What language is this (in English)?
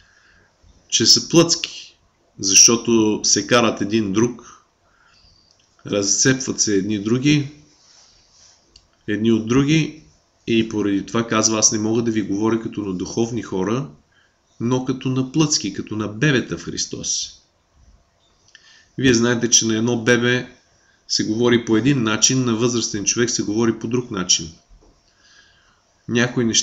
Bulgarian